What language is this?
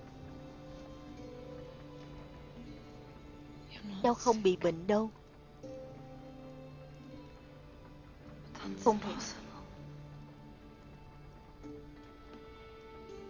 Vietnamese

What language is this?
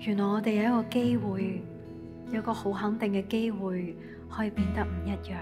Cantonese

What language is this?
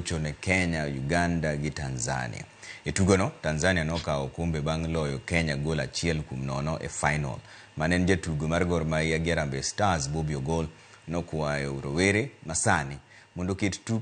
Luo (Kenya and Tanzania)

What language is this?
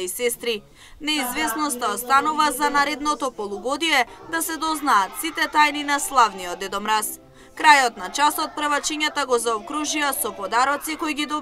Macedonian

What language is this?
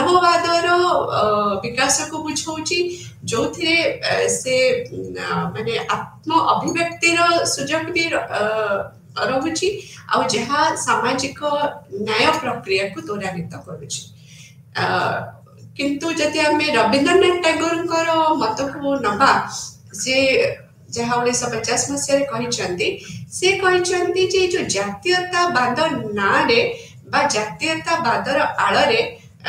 Odia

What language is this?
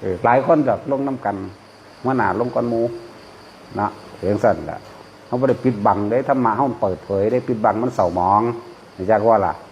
Northeastern Thai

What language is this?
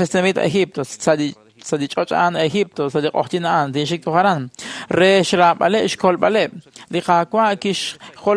Kekchí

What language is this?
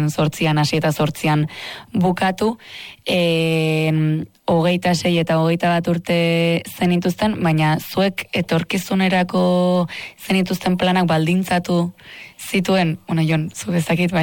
Basque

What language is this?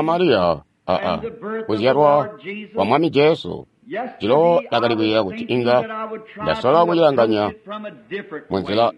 Tonga (Zambia)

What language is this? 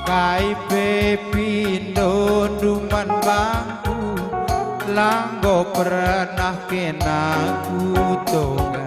Batak Karo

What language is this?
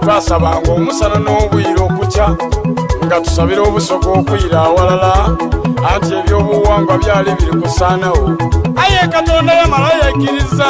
Soga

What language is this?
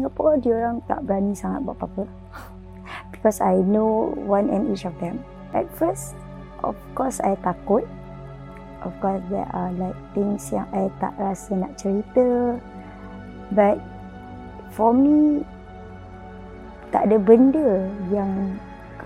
Malay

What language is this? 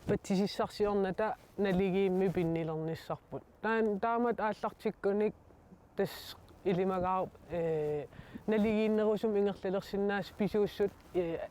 Kalaallisut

